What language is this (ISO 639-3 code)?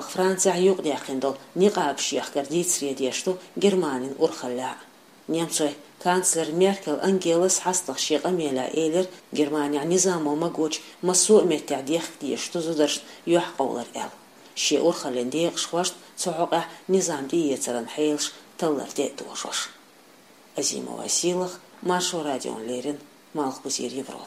che